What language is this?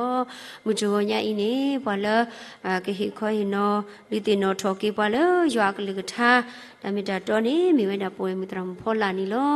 S'gaw Karen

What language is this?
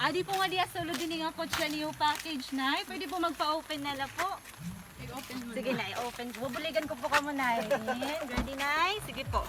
Waray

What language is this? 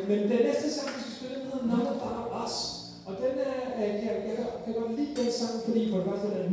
Danish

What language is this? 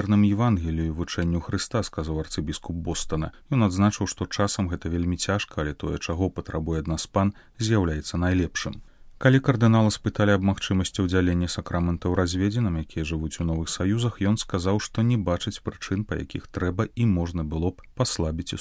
Belarusian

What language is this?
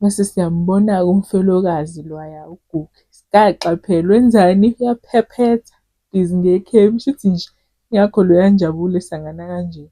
Zulu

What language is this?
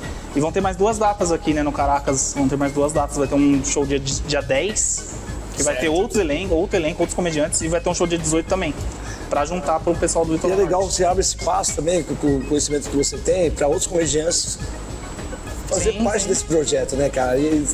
Portuguese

